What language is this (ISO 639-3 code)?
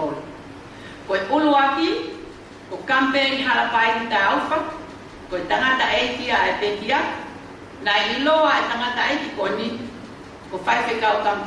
ton